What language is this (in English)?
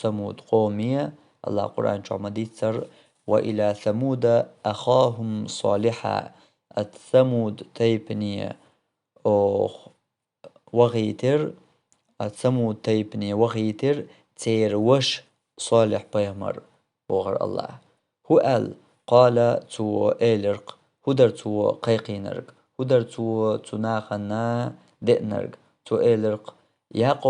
Chechen